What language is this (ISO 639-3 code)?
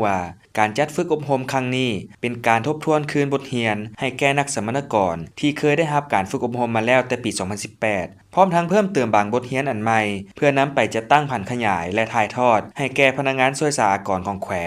lao